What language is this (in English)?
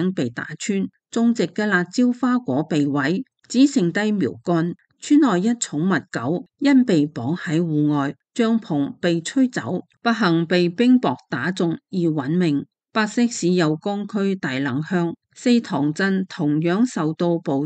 Cantonese